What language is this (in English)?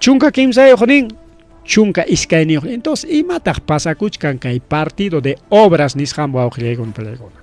Ayacucho Quechua